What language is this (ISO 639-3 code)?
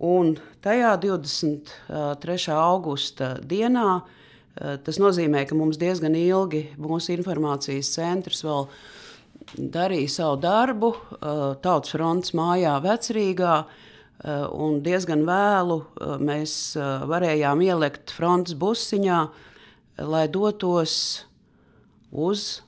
lav